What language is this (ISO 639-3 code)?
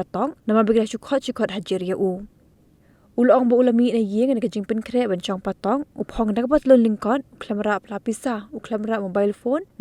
kha